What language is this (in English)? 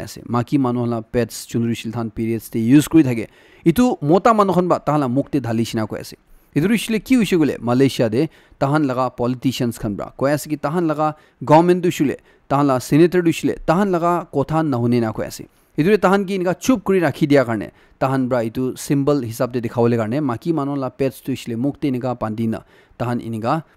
Naga Pidgin